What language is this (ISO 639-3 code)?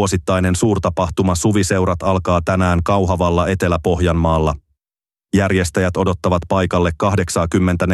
fin